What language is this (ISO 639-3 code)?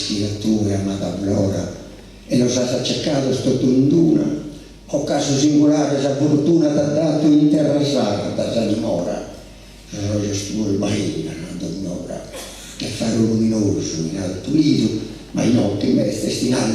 srd